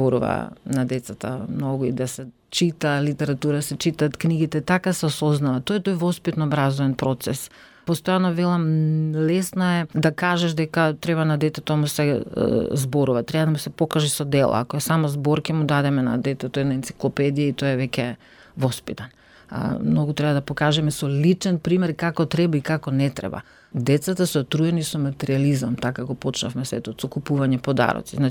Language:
Macedonian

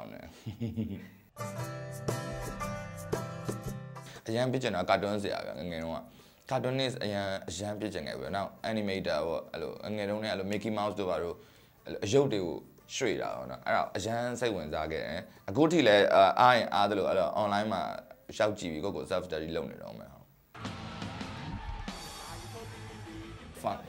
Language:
Burmese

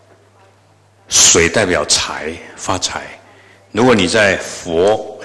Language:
Chinese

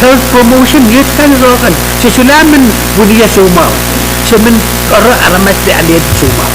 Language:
Pohnpeian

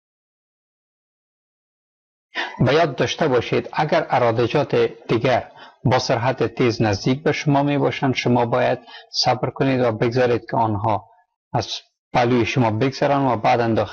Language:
Persian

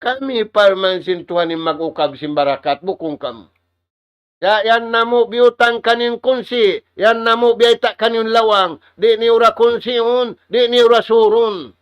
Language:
Tausug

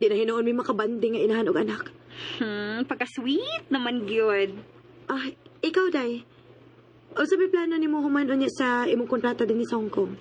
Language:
Cebuano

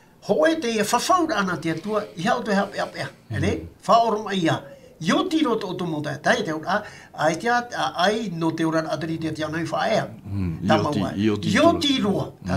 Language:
Tahitian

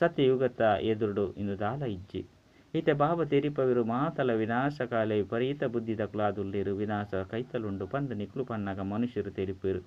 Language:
Tulu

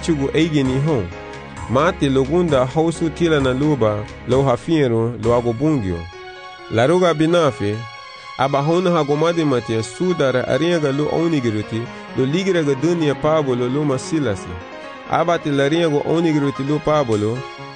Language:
Garifuna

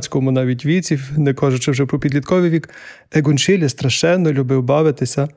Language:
Ukrainian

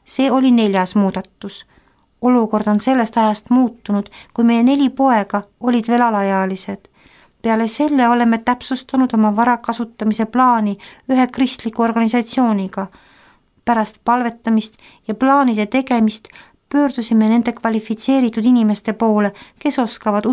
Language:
Estonian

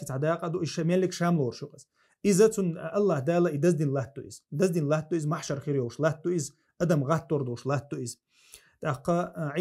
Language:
Chechen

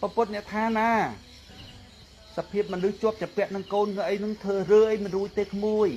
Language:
Khmer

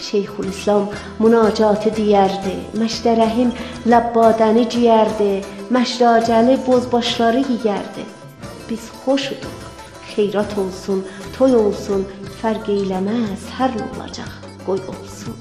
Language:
South Azerbaijani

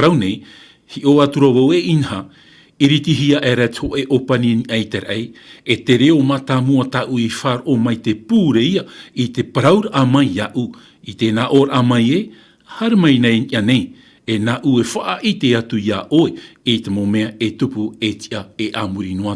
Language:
Tahitian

